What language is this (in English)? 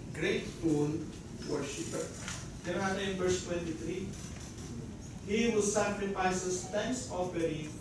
Filipino